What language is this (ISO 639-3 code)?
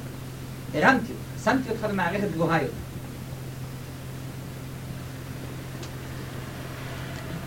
heb